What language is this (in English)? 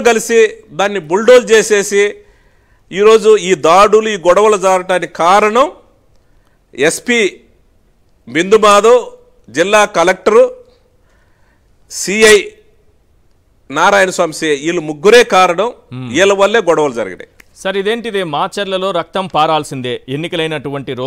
Telugu